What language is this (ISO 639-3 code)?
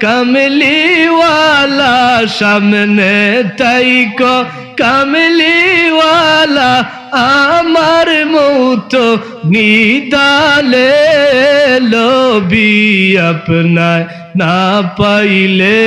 syl